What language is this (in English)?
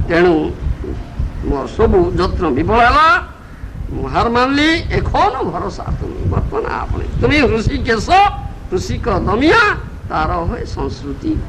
Odia